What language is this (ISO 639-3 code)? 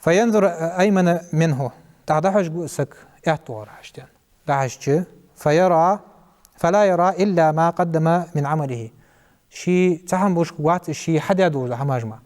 inh